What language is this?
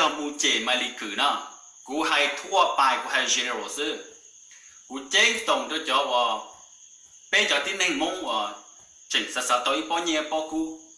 Hmong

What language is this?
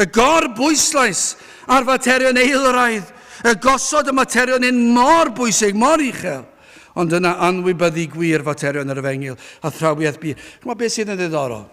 Welsh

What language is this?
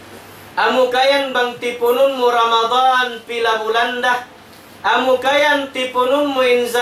Tausug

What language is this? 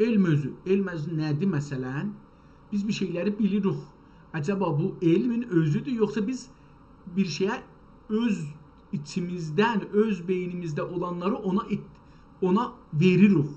South Azerbaijani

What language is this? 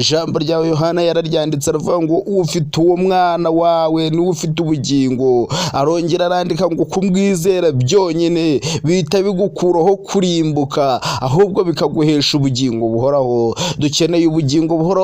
Kinyarwanda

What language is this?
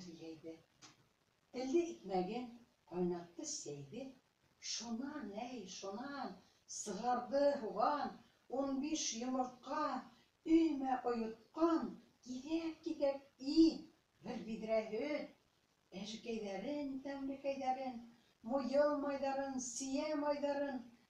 Bashkir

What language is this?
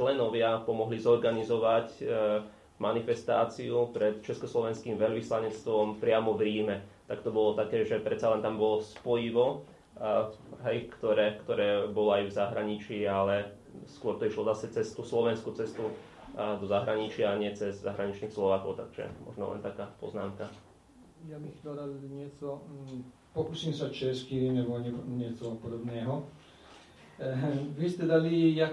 Slovak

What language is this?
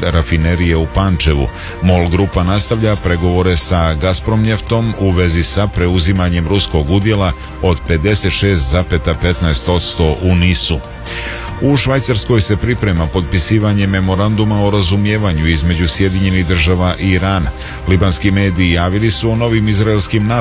Serbian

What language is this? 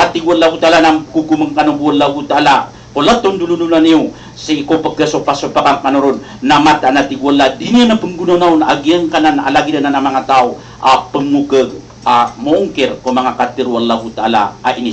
Maranao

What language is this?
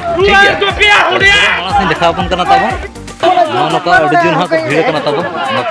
Santali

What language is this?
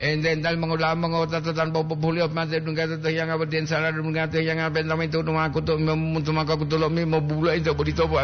Gorontalo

